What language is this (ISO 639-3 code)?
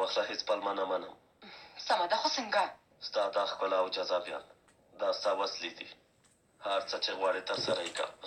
pus